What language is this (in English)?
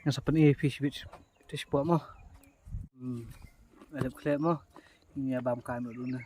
Khasi